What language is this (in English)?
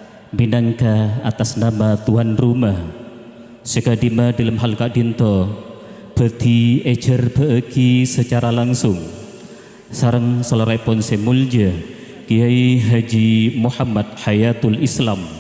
Madurese